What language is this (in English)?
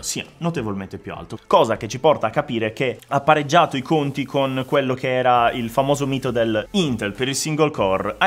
Italian